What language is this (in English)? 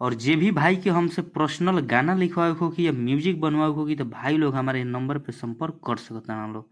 Bhojpuri